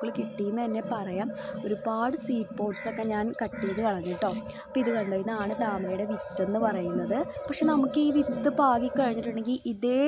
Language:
Malayalam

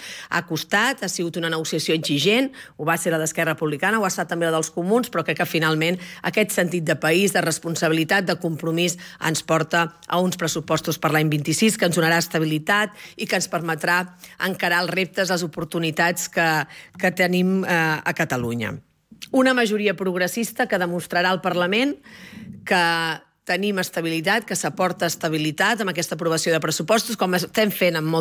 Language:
Catalan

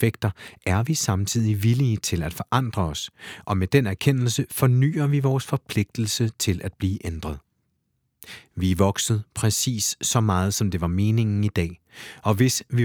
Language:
Danish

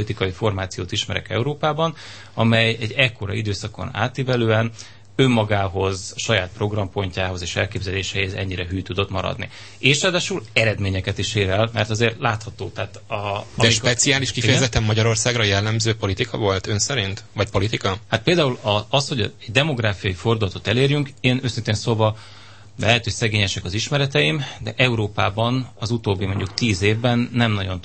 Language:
Hungarian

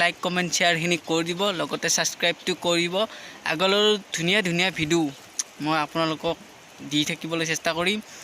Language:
Assamese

